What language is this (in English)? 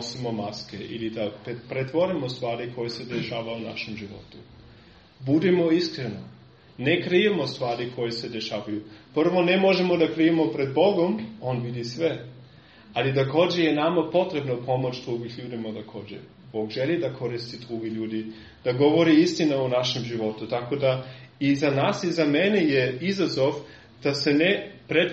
Serbian